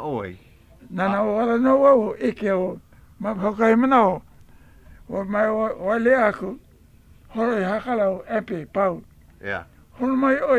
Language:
Hawaiian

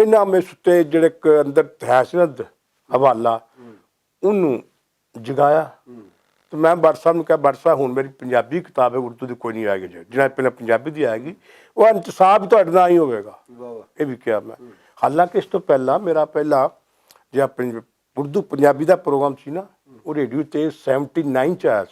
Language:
Western Panjabi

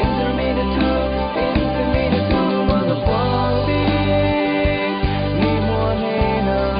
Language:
Falam Chin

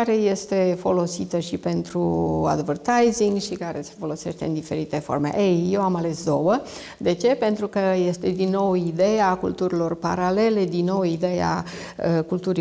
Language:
Romanian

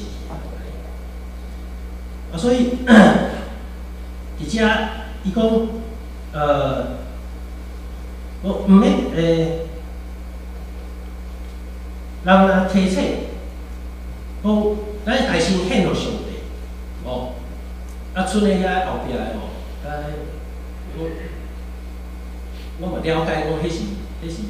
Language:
Min Nan Chinese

